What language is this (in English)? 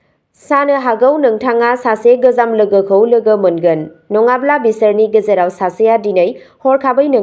Bodo